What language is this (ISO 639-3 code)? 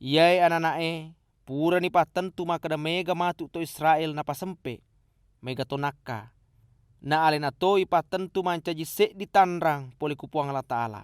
bug